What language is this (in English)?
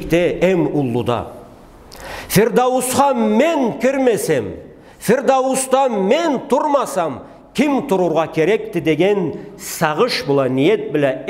Karachay-Balkar